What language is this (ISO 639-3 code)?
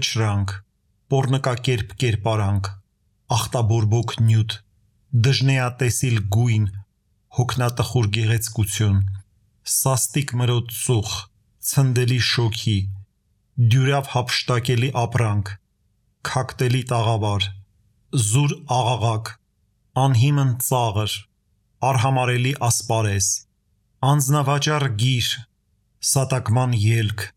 hye